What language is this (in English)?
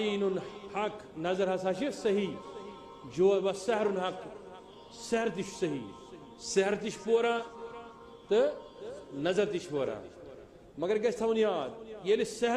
Kashmiri